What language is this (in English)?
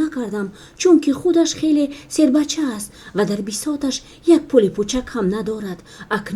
Tajik